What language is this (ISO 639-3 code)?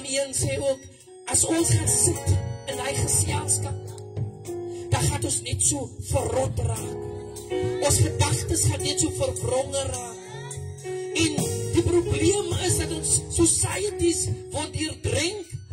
afr